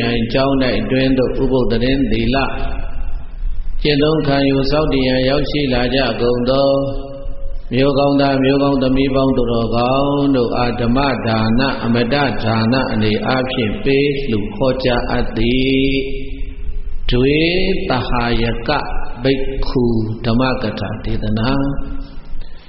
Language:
Burmese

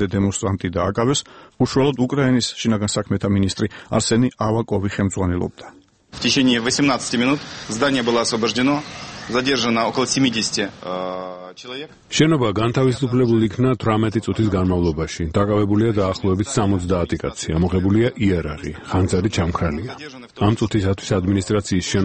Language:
Georgian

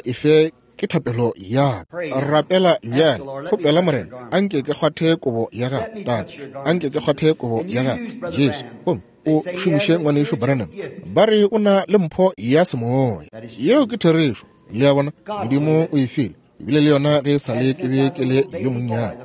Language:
Northern Sotho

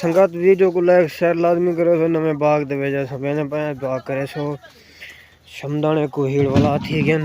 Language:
Saraiki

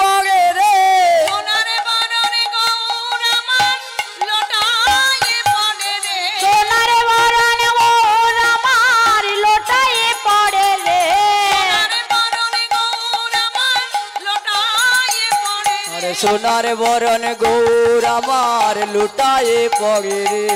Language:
Bangla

